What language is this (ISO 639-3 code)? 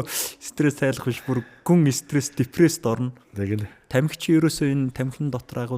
mon